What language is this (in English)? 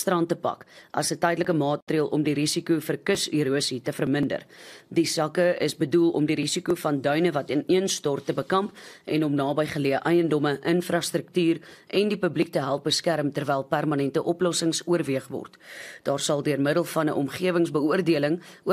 Afrikaans